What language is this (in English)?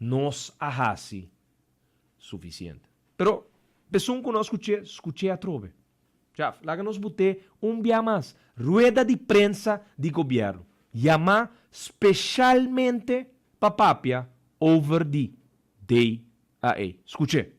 Papiamento